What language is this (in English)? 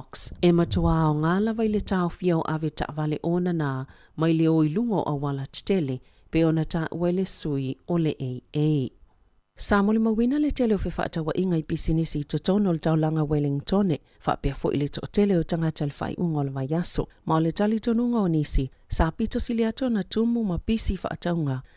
Samoan